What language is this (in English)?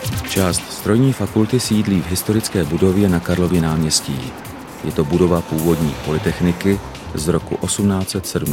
Czech